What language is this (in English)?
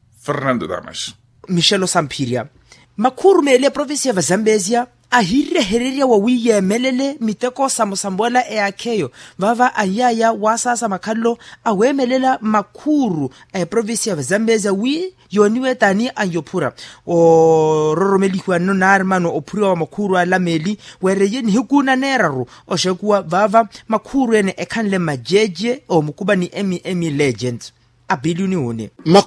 Makhuwa